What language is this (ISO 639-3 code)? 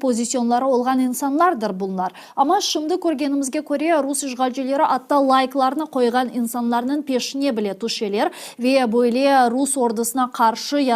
crh